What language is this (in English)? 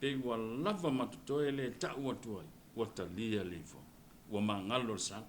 Samoan